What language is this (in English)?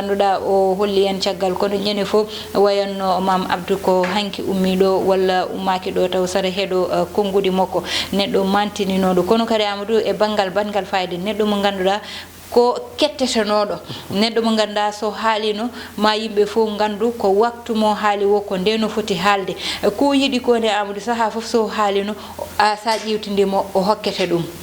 Fula